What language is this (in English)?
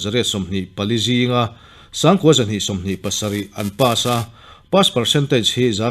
Mizo